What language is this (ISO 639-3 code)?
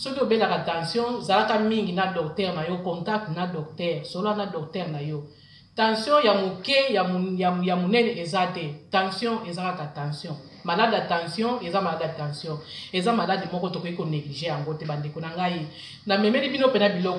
lin